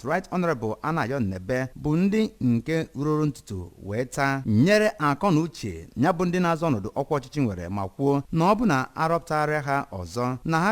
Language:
Igbo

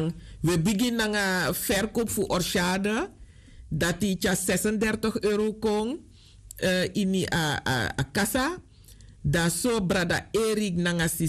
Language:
Sranan Tongo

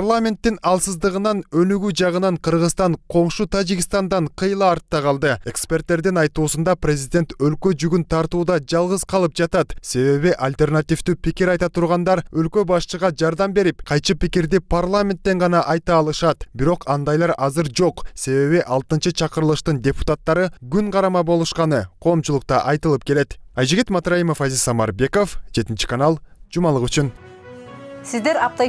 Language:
Kyrgyz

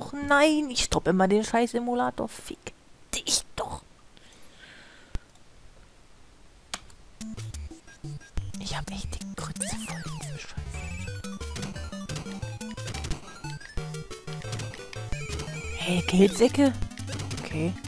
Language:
German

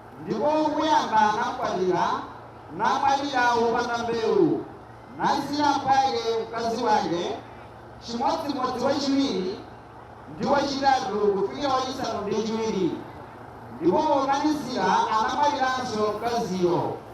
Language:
Nyanja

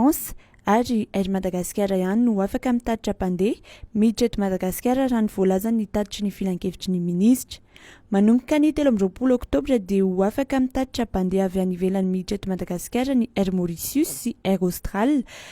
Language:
Malagasy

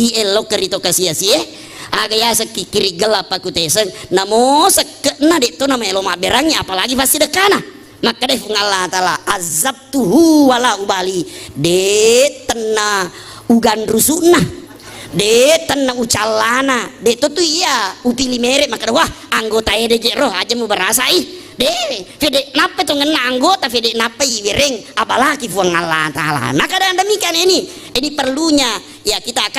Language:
Buginese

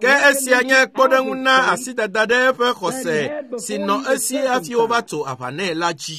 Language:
Ewe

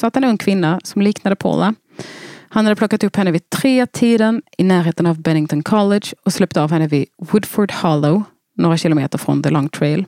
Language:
Swedish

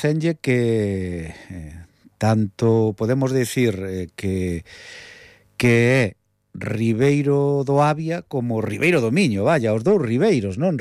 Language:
Galician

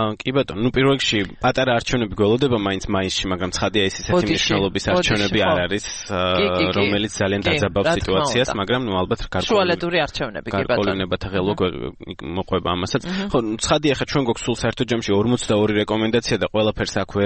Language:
Georgian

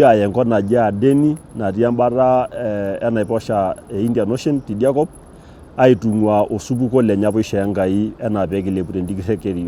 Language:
Masai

